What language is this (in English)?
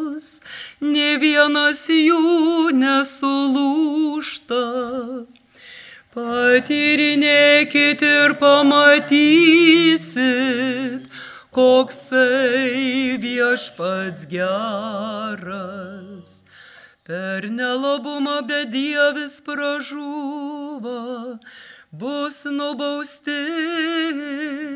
Lithuanian